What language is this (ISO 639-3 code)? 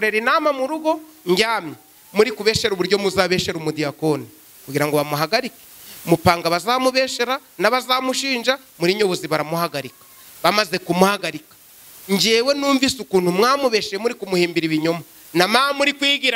kin